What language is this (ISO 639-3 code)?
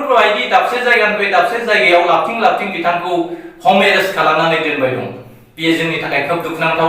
brx